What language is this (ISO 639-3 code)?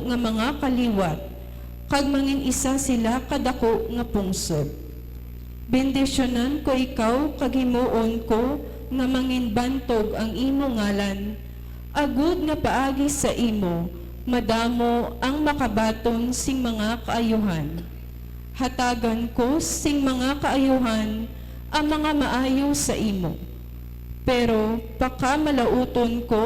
hil